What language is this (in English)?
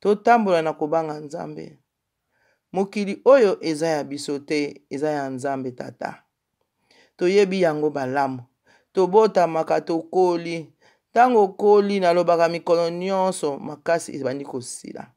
Lingala